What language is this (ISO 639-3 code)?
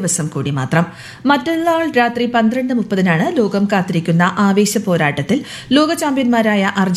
mal